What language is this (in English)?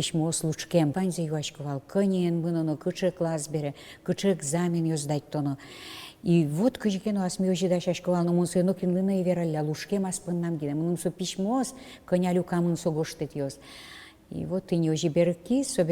Udmurt